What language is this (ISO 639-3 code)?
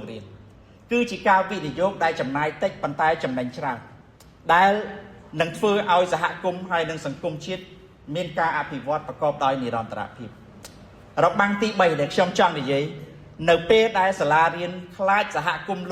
khm